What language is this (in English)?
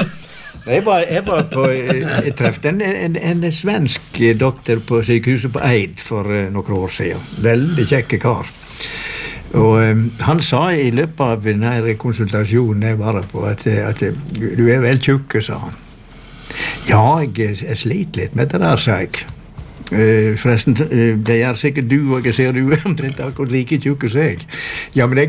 Norwegian